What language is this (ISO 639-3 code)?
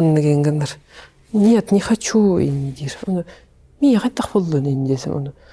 sah